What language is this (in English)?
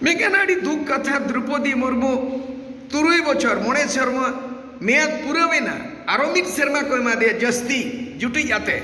Santali